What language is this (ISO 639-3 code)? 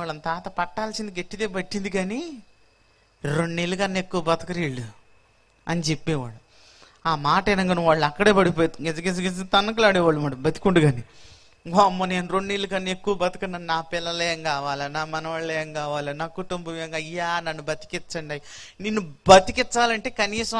tel